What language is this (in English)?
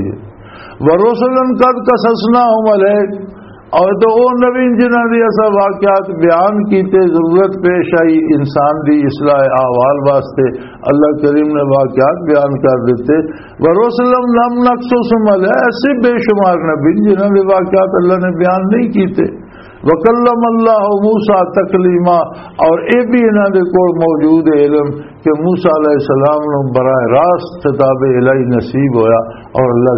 Western Panjabi